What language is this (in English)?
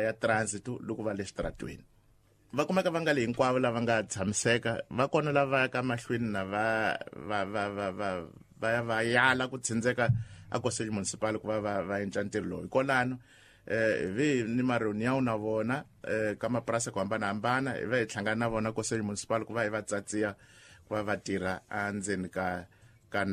Tsonga